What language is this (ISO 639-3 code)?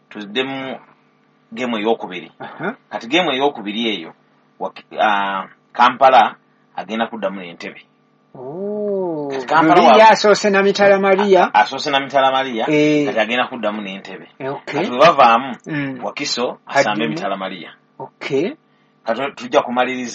lug